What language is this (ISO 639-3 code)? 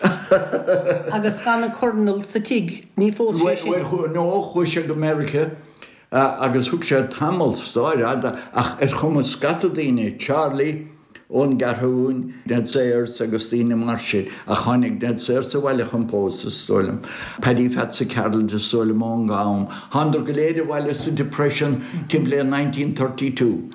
gle